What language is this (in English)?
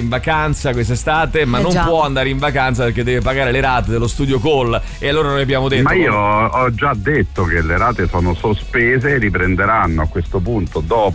Italian